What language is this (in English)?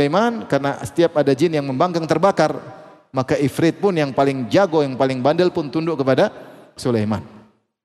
Indonesian